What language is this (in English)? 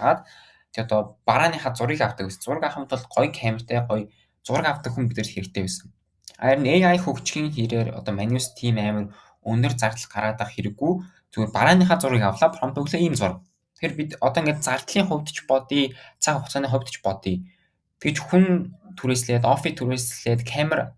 Mongolian